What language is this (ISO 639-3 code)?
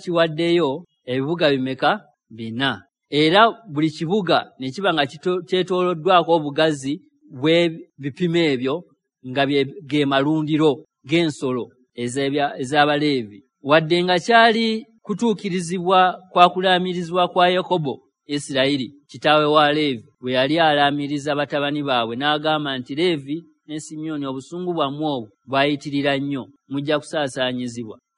lug